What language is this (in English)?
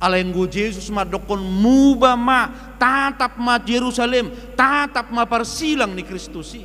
Batak Toba